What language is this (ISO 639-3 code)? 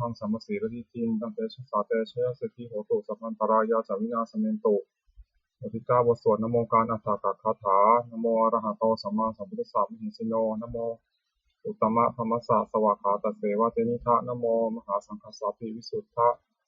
pli